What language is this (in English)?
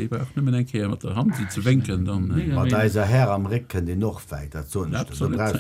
Luxembourgish